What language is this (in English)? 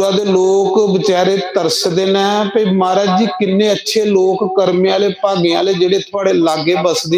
Dogri